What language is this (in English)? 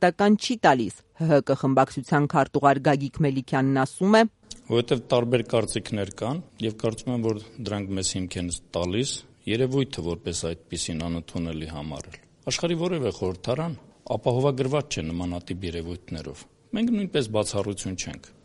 Armenian